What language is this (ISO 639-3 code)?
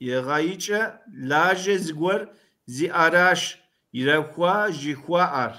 kbd